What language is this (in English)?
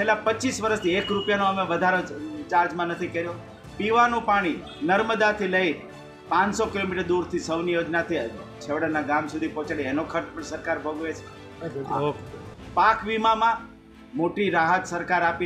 Gujarati